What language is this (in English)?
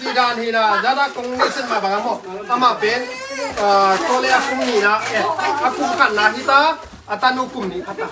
Tedim Chin